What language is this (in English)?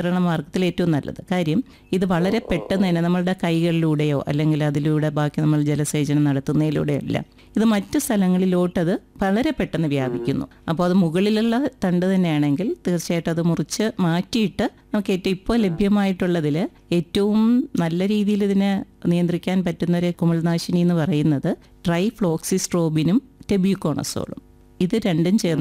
Malayalam